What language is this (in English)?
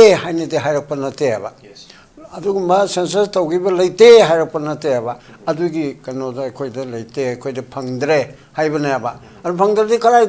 Manipuri